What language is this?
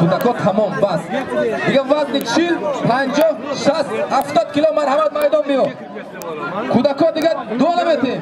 Tajik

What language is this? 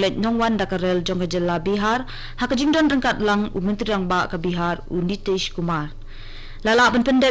Khasi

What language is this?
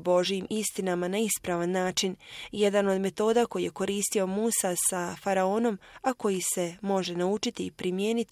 Bosnian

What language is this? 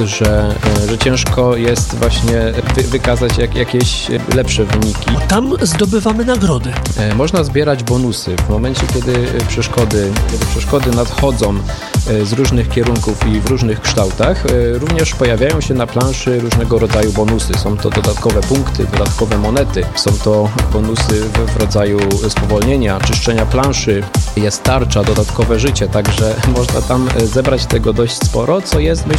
Polish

